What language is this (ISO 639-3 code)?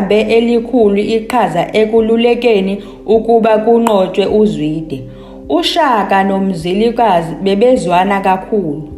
zul